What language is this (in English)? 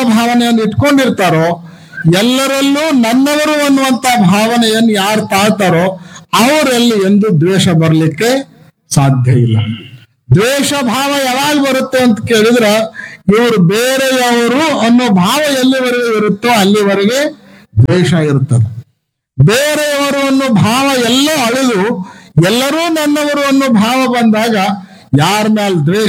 Kannada